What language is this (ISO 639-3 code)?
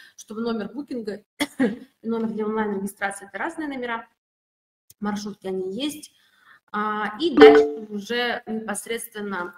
rus